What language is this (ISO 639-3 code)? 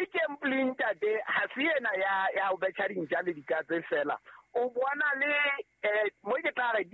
sot